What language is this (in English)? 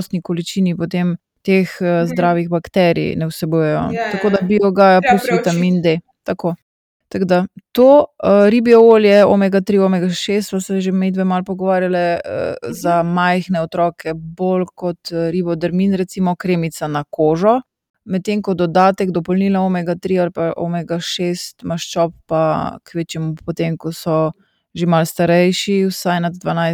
Slovenian